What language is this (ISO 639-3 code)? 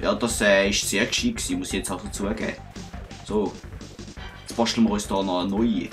gsw